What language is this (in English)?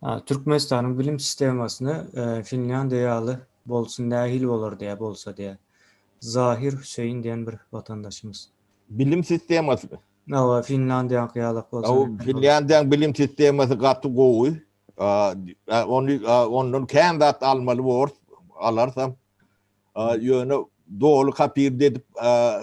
Turkmen